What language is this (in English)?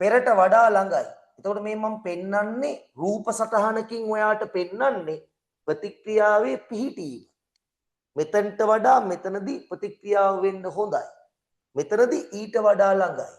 Sinhala